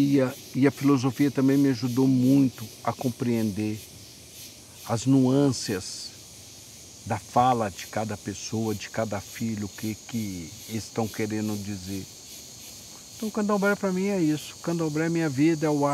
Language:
Portuguese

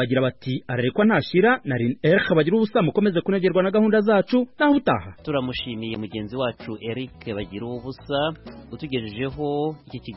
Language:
Kinyarwanda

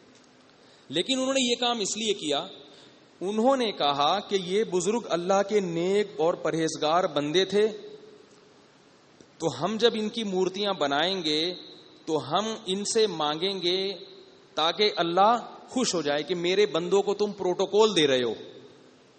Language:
Urdu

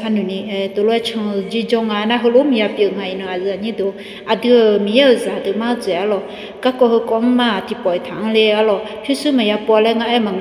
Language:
Akha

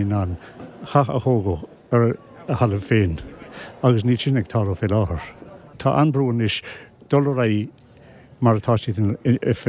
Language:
Irish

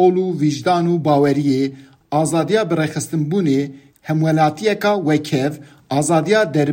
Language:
Kurdish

